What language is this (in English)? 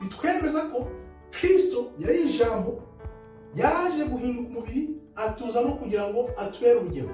Kinyarwanda